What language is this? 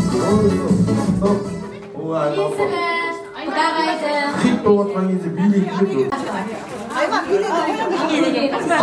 Kazakh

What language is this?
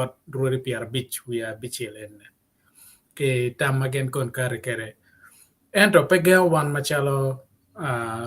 Acoli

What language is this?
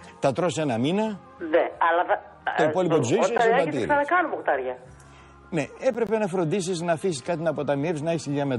Greek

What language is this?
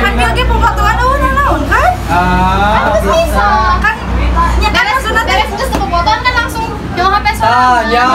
Sundanese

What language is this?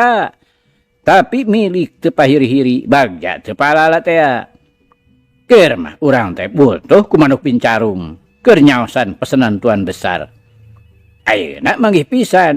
Sundanese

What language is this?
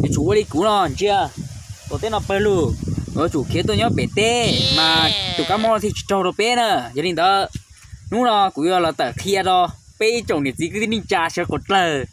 Hmong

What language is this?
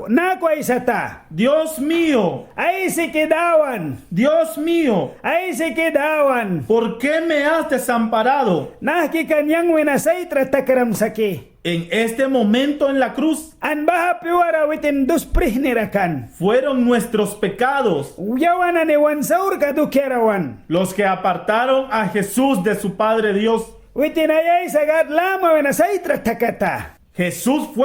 Mískito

